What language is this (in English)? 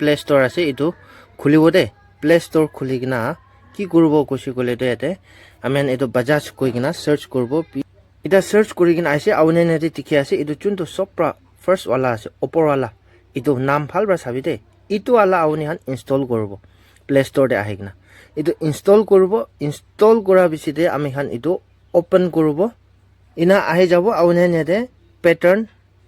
Naga Pidgin